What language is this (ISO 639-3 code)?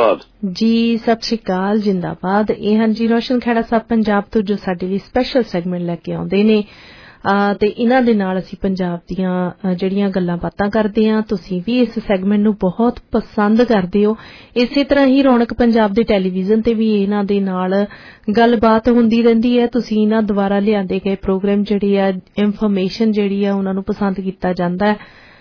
pan